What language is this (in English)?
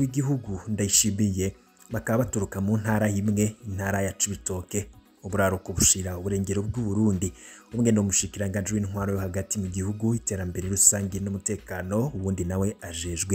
Rundi